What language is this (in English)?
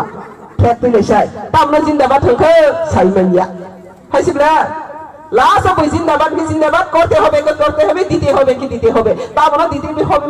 Kok Borok